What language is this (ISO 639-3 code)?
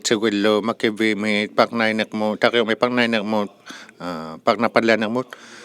iku